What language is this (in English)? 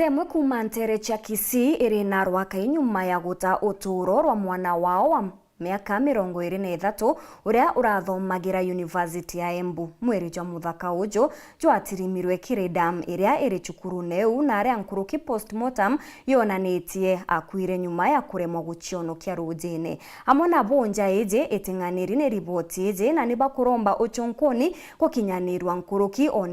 Meru